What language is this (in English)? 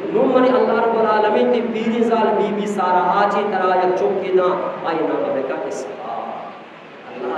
Eastern Balochi